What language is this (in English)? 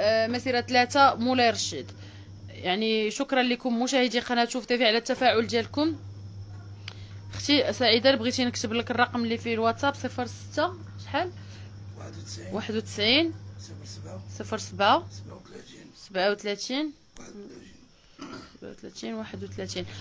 Moroccan Arabic